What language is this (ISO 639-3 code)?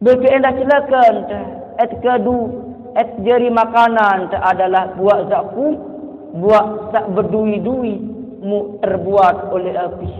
sas